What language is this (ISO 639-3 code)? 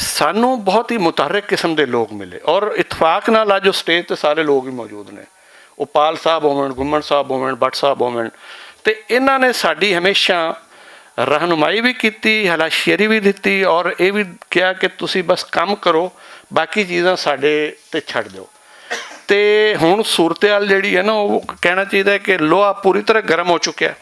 lah